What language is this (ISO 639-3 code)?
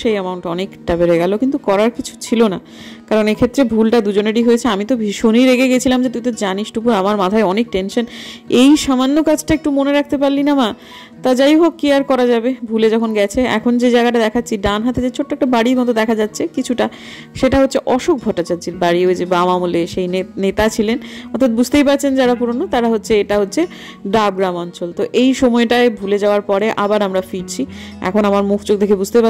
ben